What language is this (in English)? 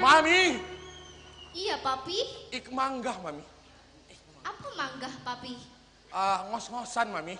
Banjar